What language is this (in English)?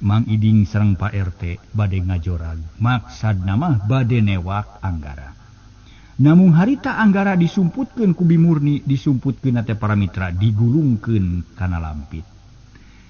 Sundanese